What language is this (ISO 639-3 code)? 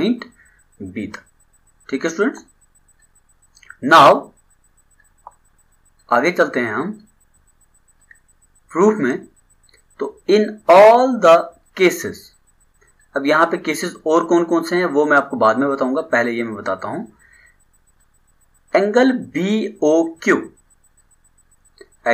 hin